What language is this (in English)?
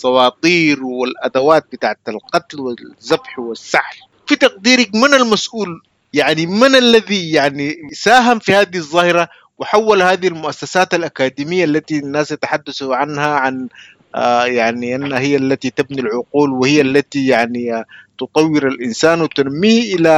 Sudanese Arabic